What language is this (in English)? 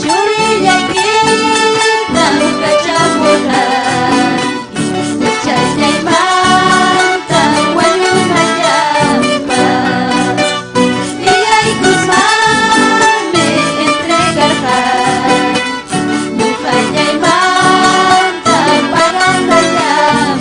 Ayacucho Quechua